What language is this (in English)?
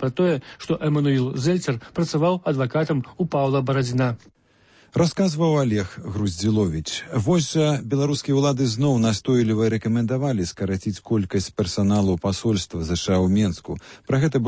Belarusian